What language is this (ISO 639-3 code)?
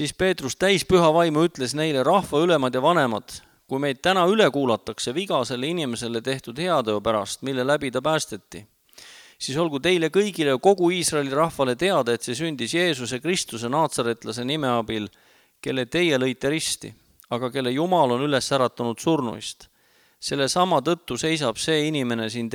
est